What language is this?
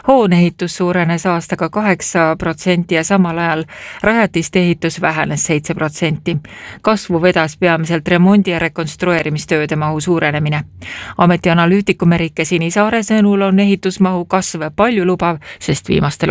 Estonian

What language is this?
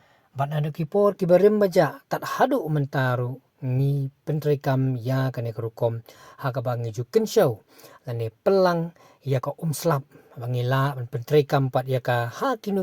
Khasi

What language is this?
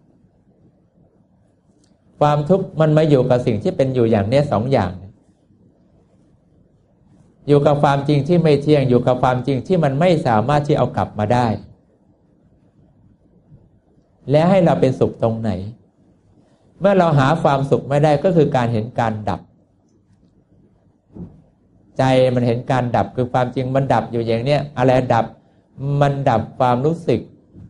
Thai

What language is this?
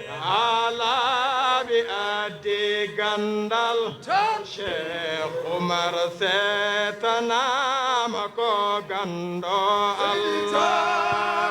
Fula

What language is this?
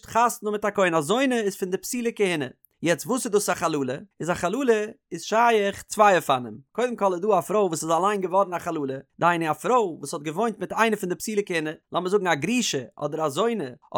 Yiddish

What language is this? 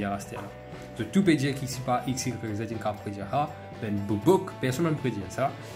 Morisyen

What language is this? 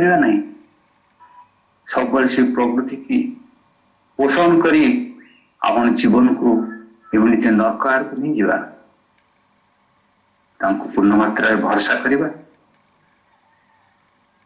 Odia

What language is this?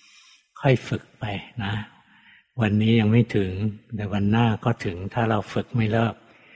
Thai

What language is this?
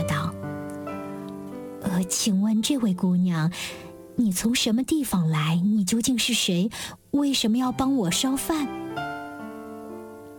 Chinese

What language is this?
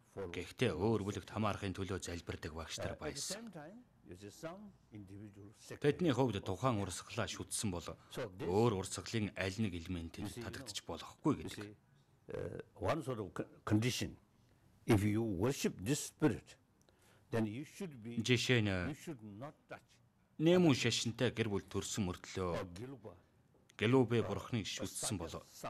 Mongolian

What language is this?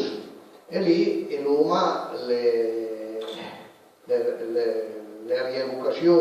Piedmontese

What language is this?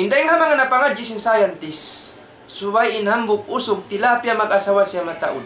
Tausug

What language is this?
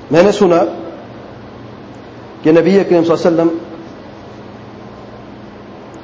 Urdu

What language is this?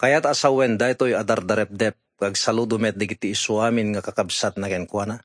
Iloko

